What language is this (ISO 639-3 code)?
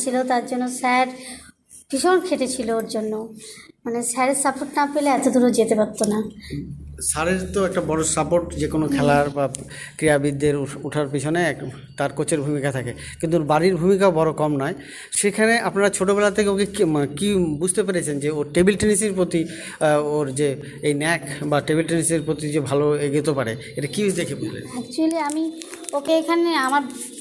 ben